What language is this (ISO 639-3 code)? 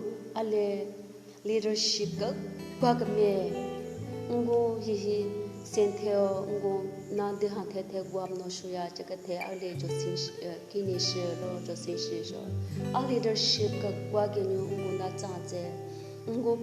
nre